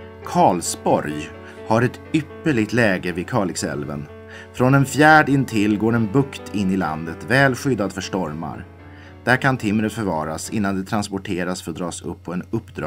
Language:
Swedish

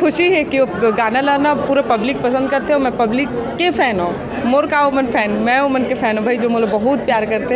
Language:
Chhattisgarhi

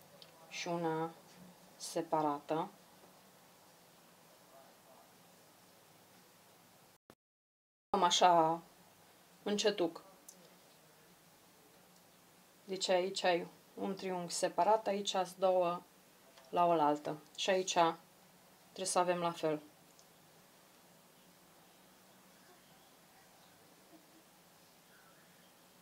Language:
Romanian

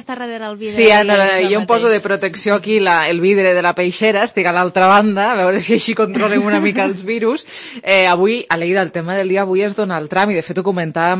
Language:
Catalan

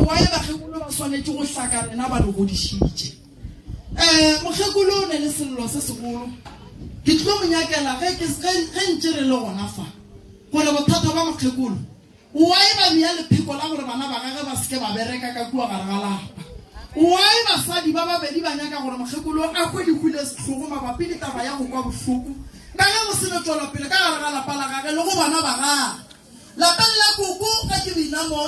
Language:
Northern Sotho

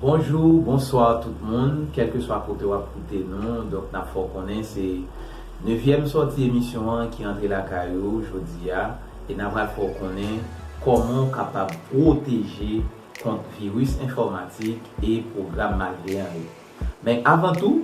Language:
Haitian Creole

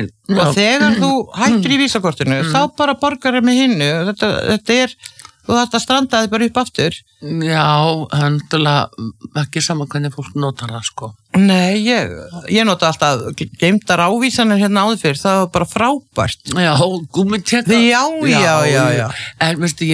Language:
Icelandic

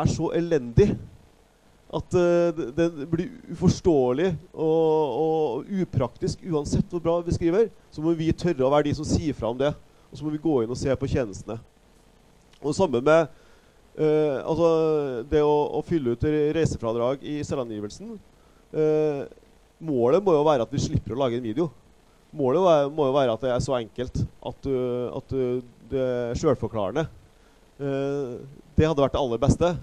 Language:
Norwegian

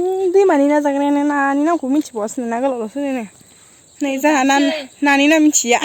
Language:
Bodo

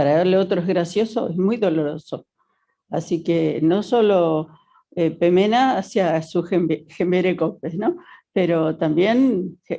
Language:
Guarani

